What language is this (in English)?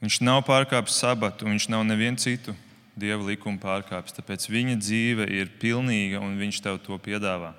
Latvian